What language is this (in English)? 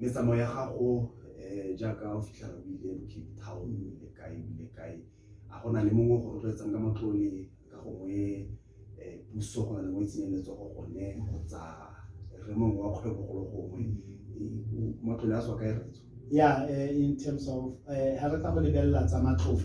Tswana